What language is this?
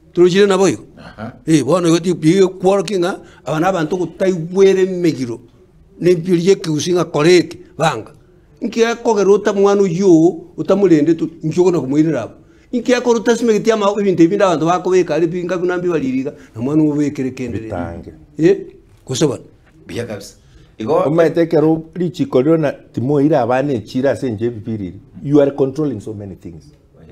Gusii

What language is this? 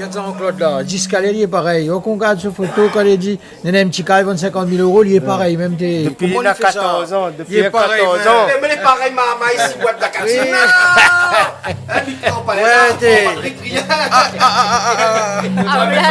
Réunion Creole French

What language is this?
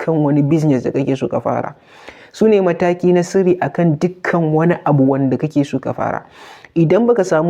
Hausa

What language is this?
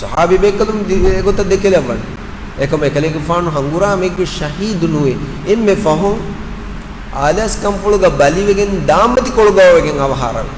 Divehi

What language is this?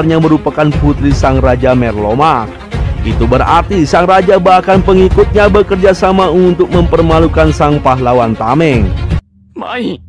Indonesian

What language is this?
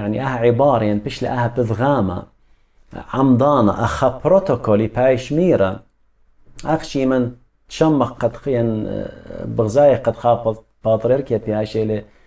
Assyrian Neo-Aramaic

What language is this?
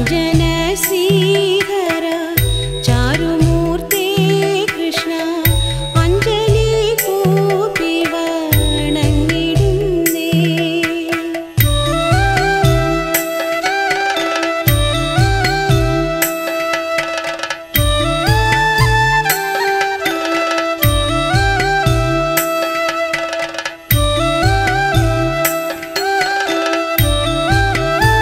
Malayalam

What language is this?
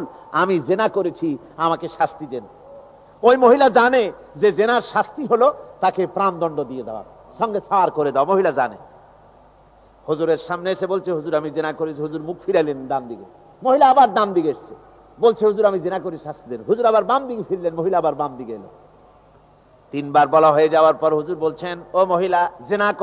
Bangla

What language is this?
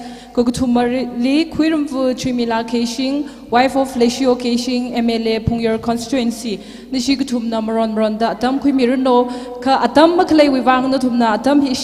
Tangkhul Naga (India)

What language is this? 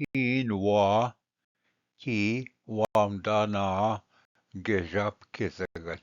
Ojibwa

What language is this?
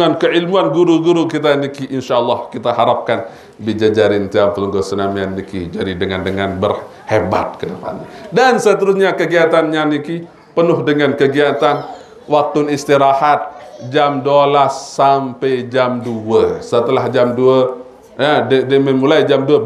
Sasak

